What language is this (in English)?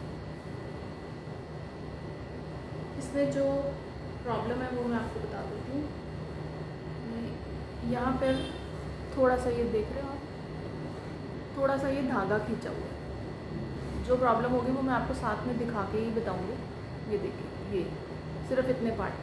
Hindi